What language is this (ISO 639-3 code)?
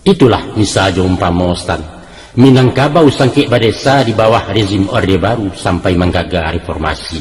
min